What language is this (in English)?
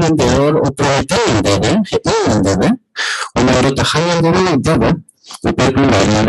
Guarani